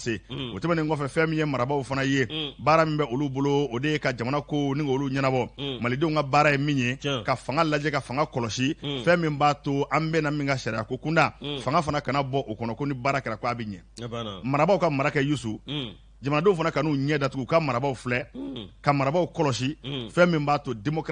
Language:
Bambara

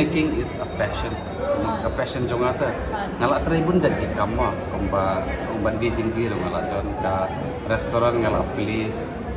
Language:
Khasi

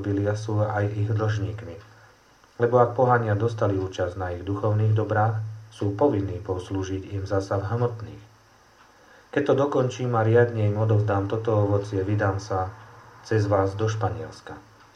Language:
Slovak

